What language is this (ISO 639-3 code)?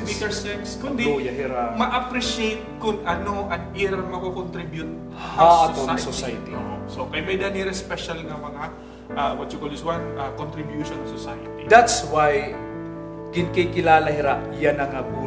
war